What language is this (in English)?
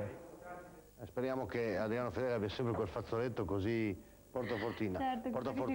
Italian